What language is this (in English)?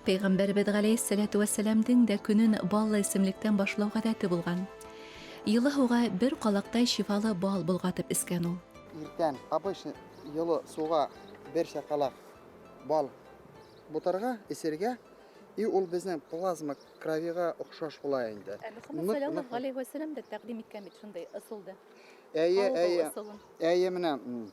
Bashkir